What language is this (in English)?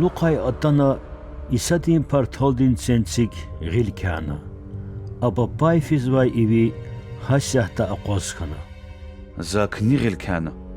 Lezghian